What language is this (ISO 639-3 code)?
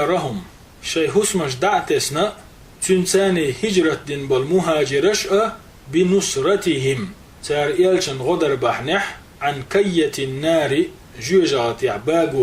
che